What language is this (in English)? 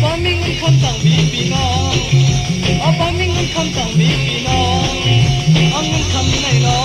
Shan